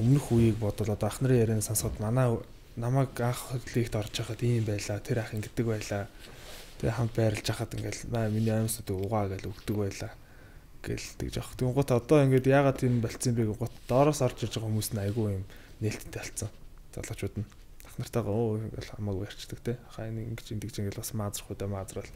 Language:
Mongolian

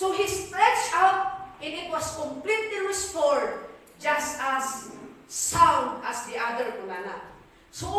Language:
Iloko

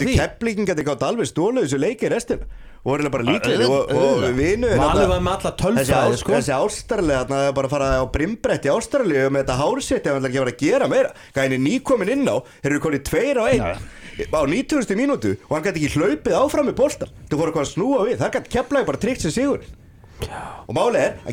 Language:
Icelandic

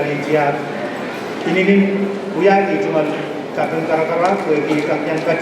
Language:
Pohnpeian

